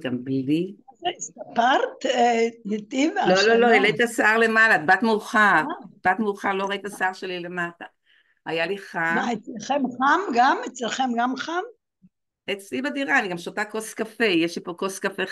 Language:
Hebrew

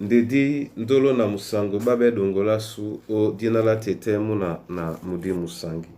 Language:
Duala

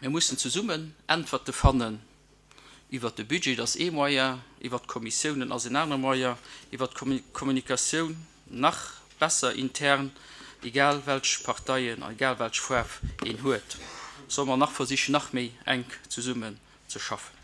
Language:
Luxembourgish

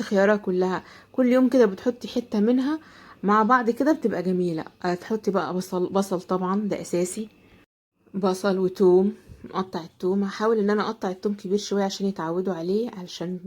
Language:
Egyptian Arabic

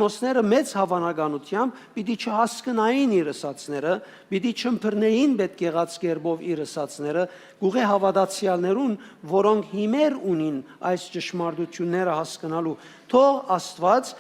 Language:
Western Armenian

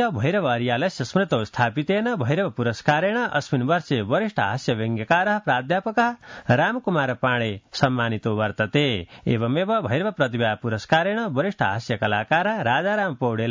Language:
Sanskrit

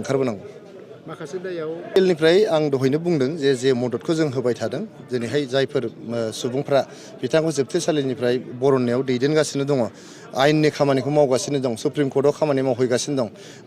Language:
Bodo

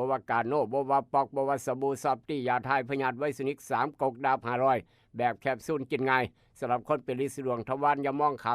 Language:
Northeastern Thai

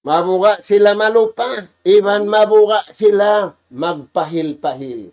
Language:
Tausug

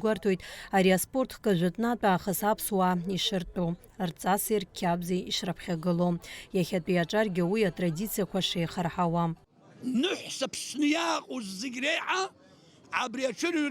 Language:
Abkhazian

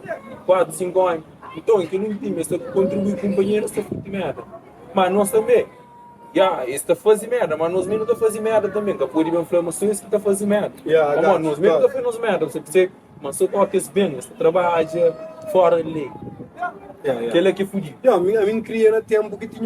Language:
Kabuverdianu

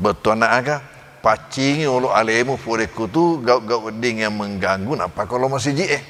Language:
Buginese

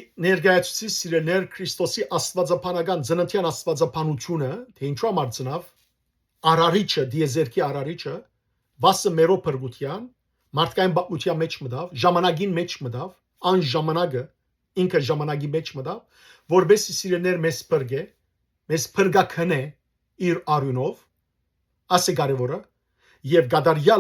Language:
Western Armenian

